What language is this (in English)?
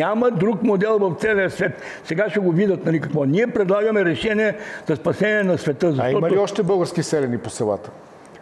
Bulgarian